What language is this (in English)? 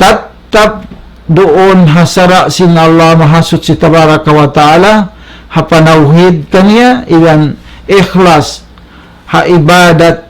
Tausug